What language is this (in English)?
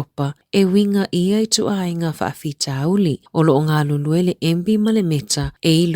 Samoan